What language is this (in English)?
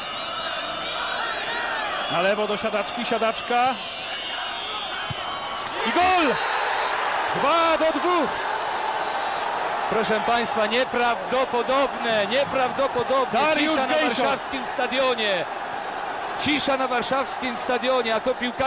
Polish